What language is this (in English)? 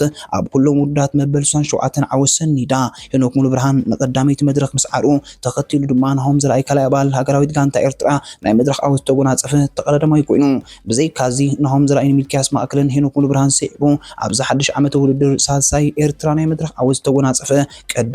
Tigrinya